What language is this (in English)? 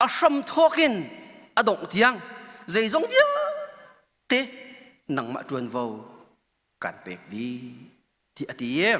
Hakha Chin